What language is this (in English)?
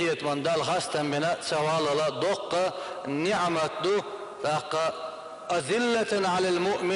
Chechen